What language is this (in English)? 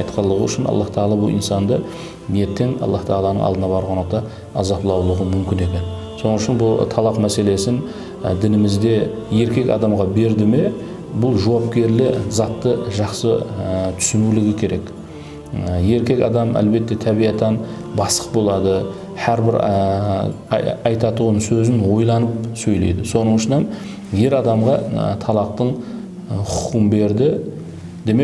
Kara-Kalpak